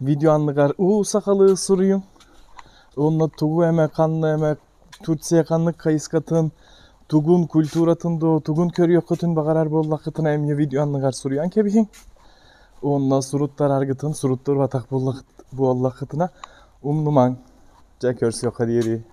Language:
Yakut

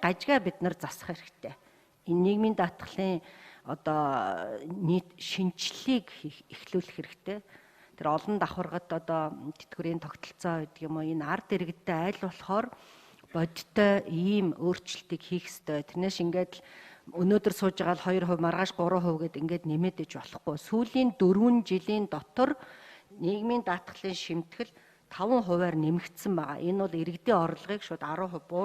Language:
Mongolian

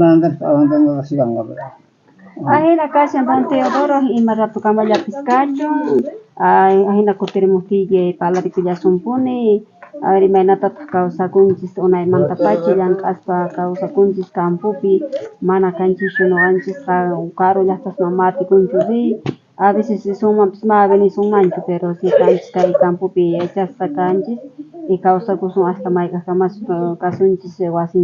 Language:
South Bolivian Quechua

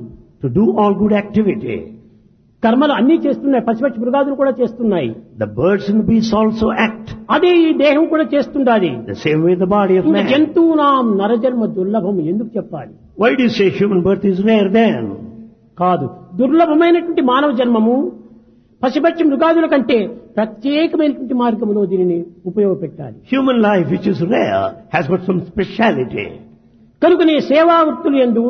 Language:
Telugu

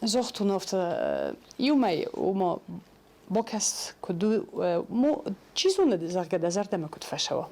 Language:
Ossetic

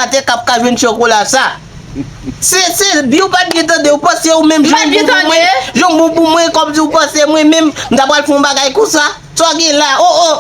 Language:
Haitian Creole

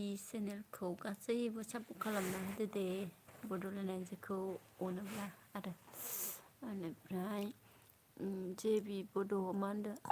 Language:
Bodo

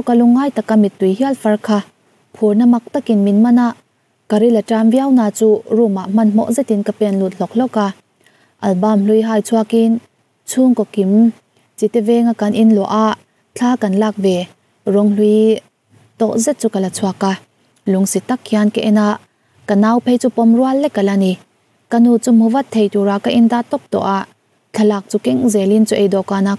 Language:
Mizo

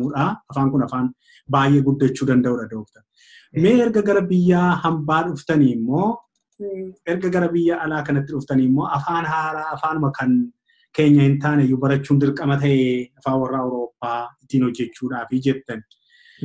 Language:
Oromo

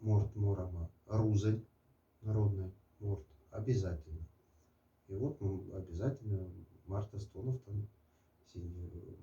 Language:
Moksha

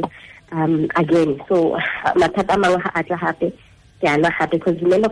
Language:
Tswana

